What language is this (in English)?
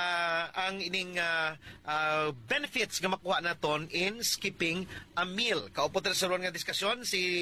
Hiligaynon